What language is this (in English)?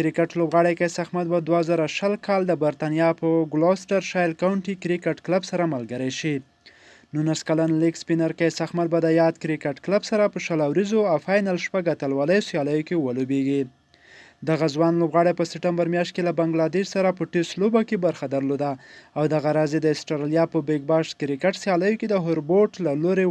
Pashto